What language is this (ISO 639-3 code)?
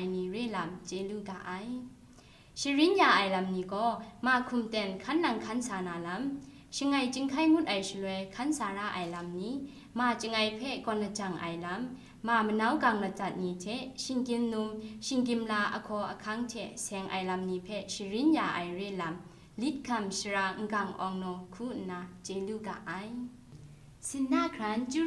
kac